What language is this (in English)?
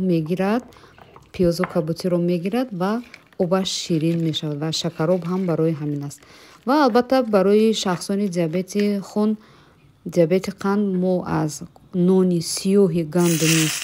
Tajik